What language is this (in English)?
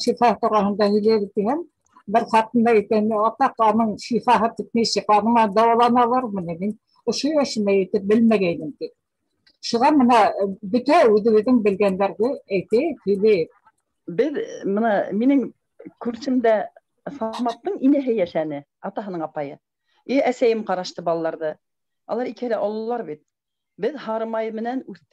Bashkir